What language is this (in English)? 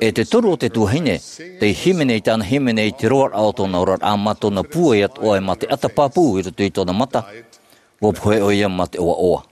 Tahitian